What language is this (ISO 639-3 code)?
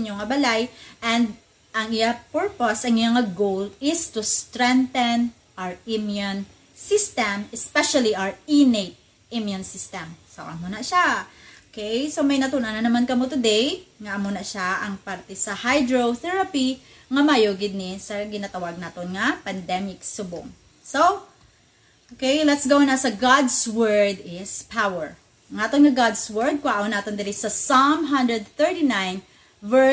hil